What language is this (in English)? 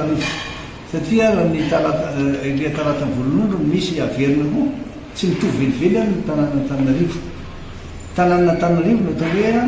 Malagasy